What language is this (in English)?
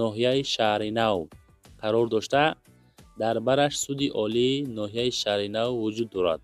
Tajik